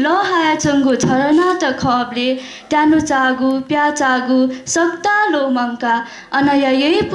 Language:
Newari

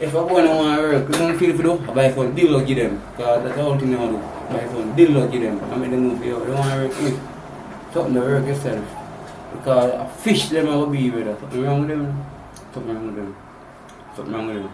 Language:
Jamaican Creole English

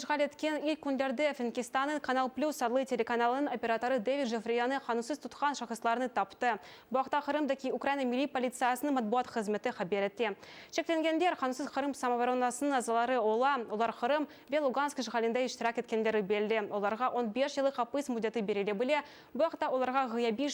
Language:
Crimean Tatar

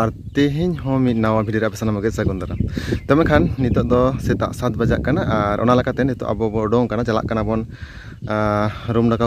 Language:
Santali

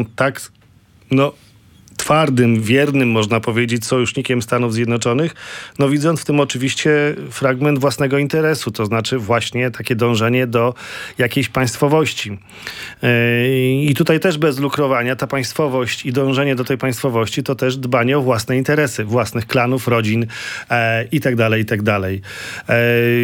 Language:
Polish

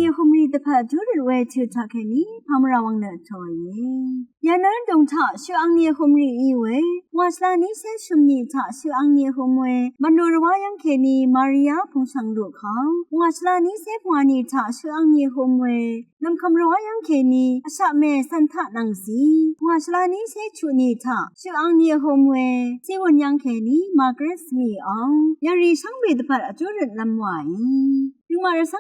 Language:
Rawang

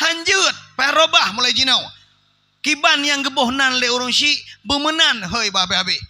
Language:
Achinese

